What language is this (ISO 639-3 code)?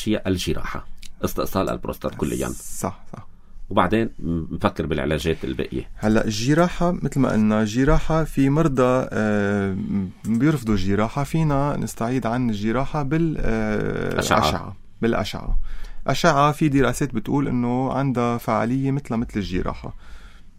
apc